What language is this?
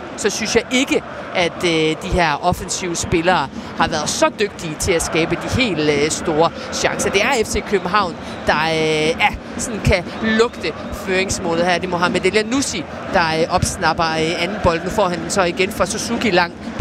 Danish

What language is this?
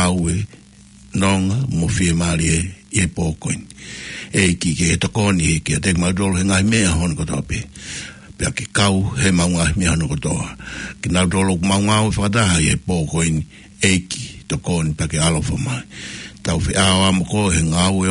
Tongan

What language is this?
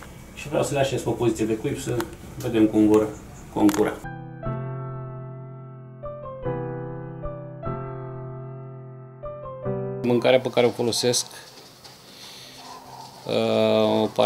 Romanian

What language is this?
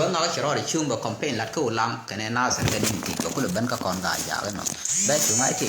Nuer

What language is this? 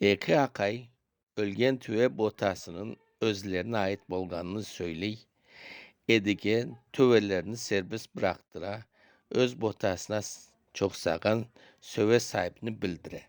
Crimean Tatar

